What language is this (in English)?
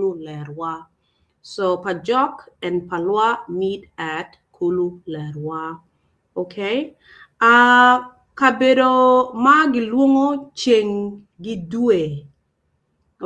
Acoli